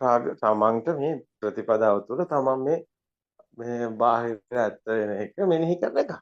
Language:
Sinhala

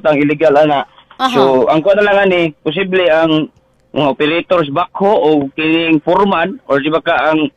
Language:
Cebuano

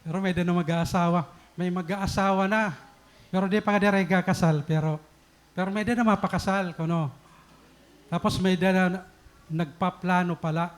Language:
Waray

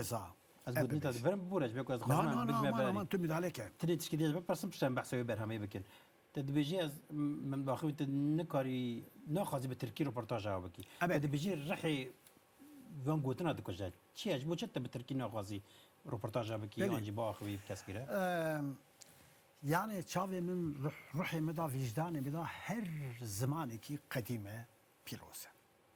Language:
Kurdish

